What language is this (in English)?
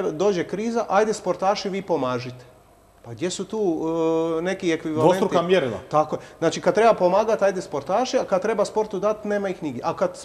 Croatian